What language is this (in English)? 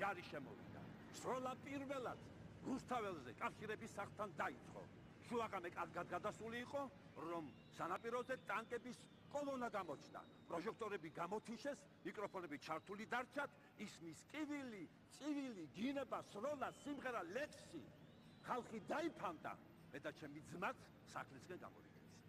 Georgian